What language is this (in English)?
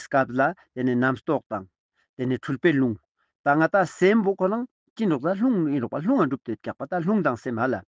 Ladakhi